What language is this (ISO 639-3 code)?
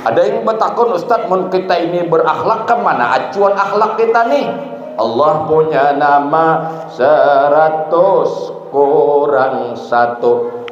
bjn